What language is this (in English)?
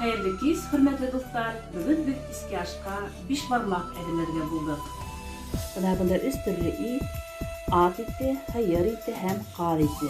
Bashkir